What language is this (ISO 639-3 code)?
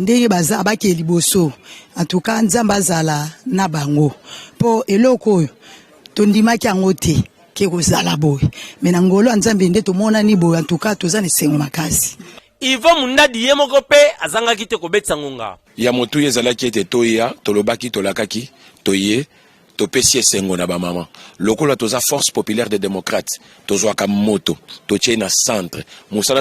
lin